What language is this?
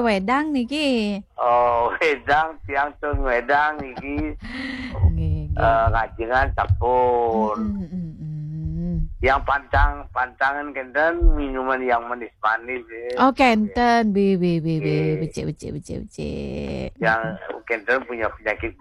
Balinese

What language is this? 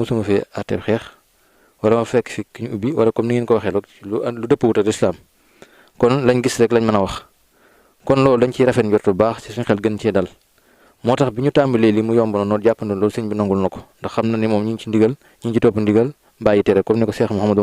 Wolof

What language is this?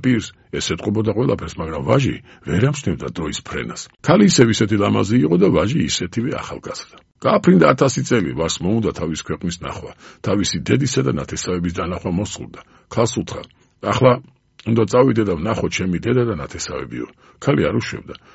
Georgian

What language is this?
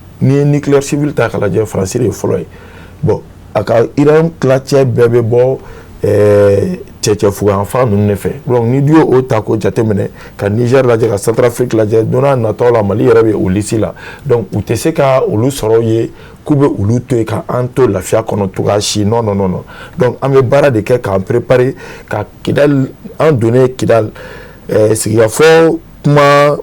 Bambara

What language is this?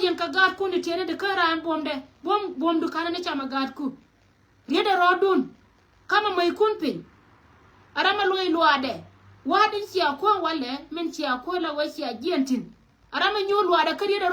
Nuer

